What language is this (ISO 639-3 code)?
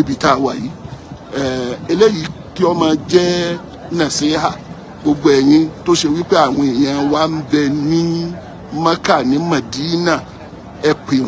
yor